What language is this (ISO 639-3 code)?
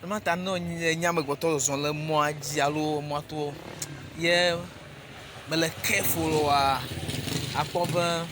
ewe